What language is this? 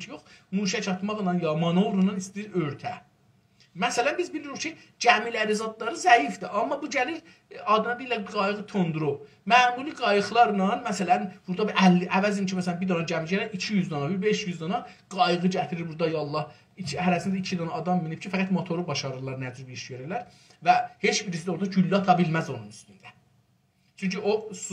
South Azerbaijani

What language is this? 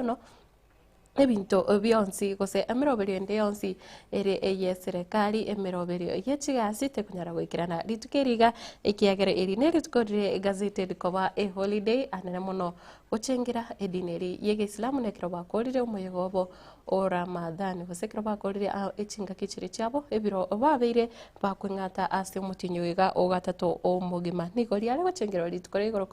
Gusii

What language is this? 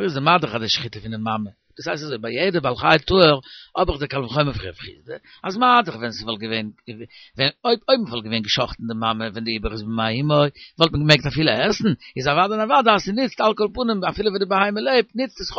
Yiddish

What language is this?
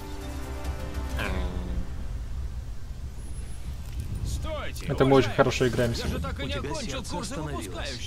Russian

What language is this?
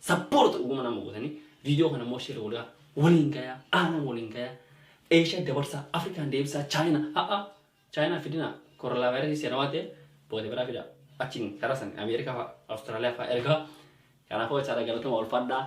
Oromo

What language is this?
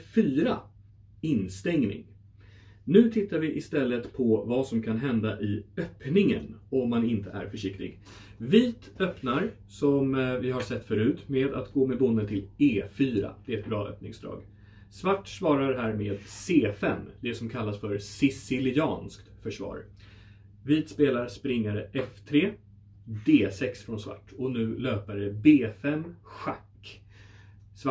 Swedish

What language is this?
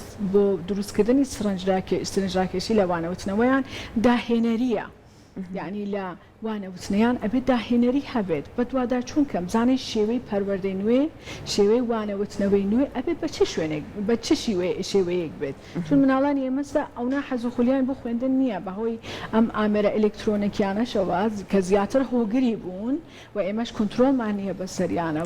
Central Kurdish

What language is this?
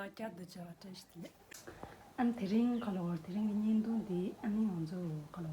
Tibetan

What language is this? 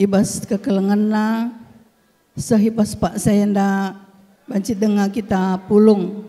Batak Karo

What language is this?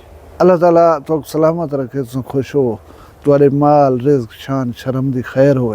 Saraiki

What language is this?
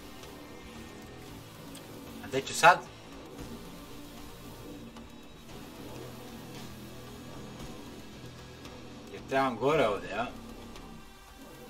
Croatian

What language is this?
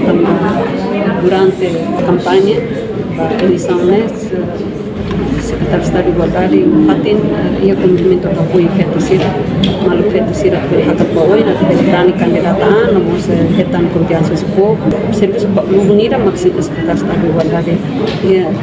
Tetum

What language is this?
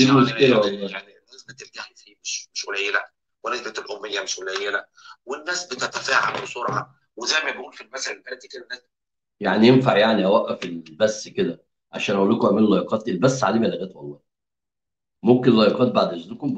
Egyptian Arabic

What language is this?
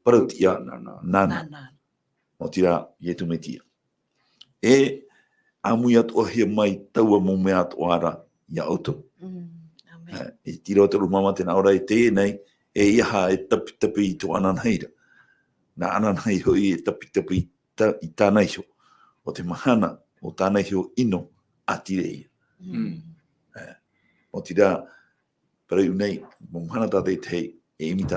Tahitian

